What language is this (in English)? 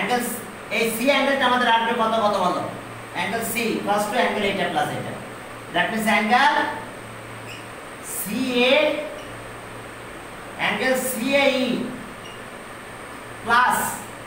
Bangla